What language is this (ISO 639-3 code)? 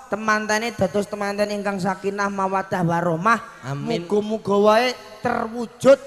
jav